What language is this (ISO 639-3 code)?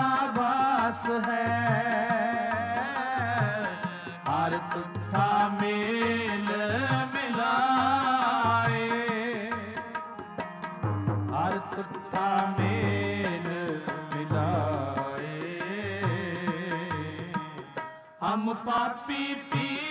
pan